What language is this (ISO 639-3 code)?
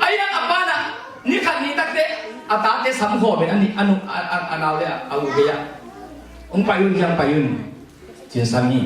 ctd